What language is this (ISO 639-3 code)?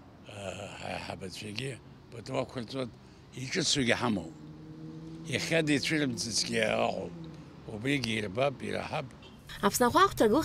abk